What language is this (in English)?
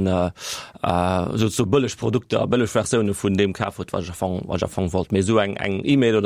Luxembourgish